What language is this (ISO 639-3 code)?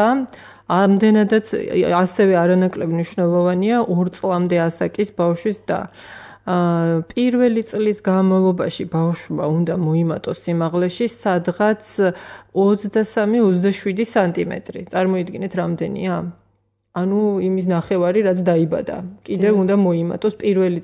kat